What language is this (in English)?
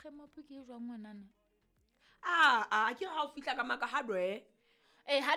Southern Sotho